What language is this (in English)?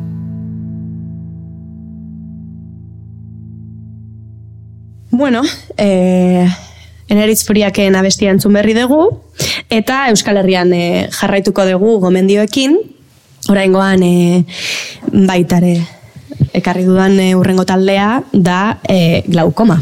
Basque